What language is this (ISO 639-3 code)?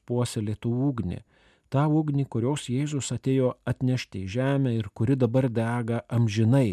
lit